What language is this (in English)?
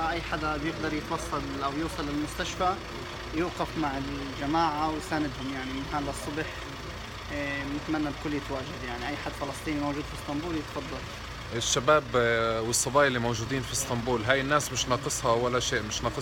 North Levantine Arabic